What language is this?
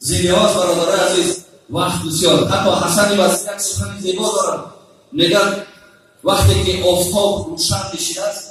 Tajik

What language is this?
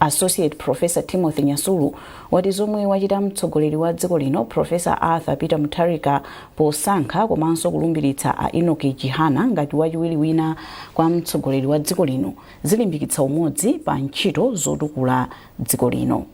Nyanja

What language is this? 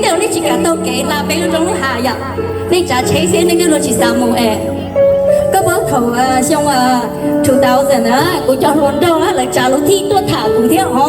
Hmong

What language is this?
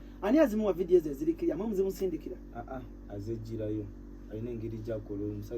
Ganda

